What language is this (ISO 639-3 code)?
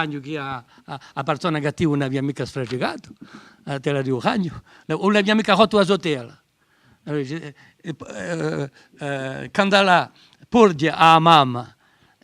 cos